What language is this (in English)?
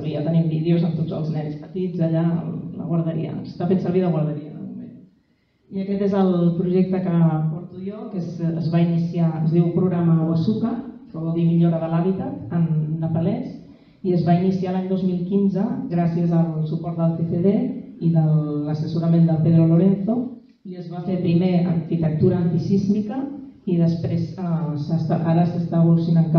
Catalan